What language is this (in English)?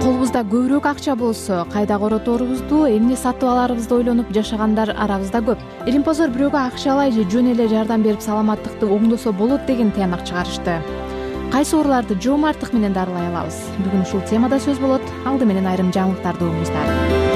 Kyrgyz